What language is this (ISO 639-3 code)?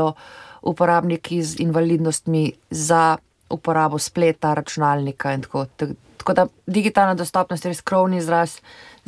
slv